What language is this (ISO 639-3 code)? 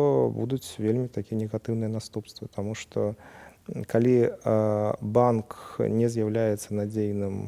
bel